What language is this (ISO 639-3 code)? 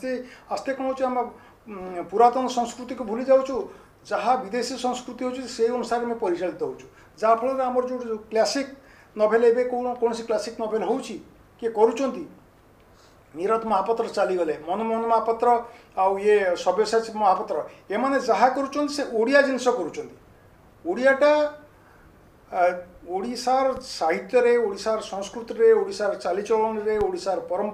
ori